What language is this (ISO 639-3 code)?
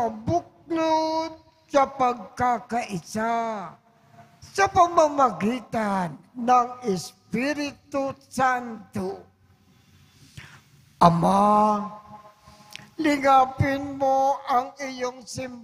fil